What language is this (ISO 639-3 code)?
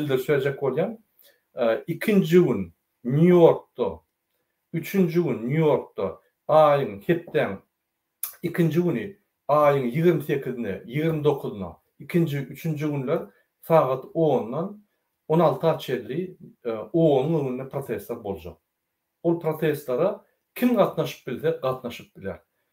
tuk